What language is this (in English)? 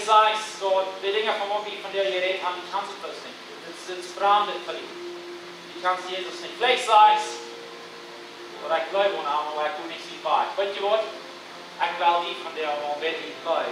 Plautdietsch